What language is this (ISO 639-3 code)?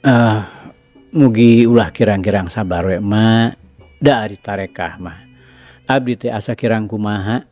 sun